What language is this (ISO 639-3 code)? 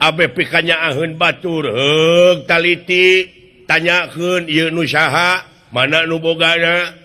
sun